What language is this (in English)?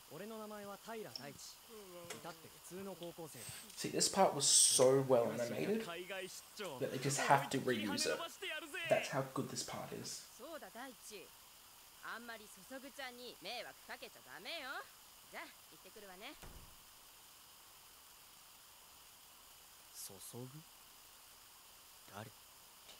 Japanese